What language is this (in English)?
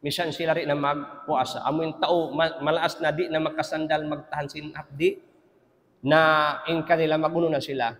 Tausug